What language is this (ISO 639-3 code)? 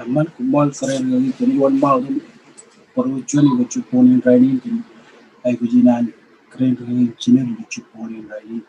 mah